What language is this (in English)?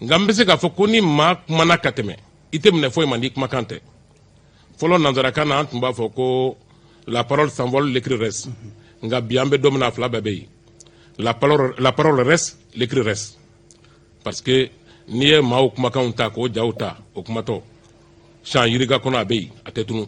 Bambara